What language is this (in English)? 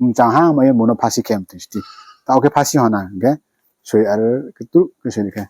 Riang (India)